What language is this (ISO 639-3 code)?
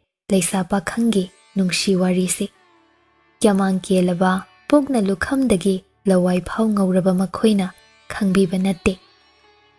mni